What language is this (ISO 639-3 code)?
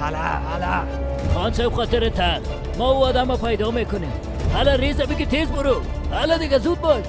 fas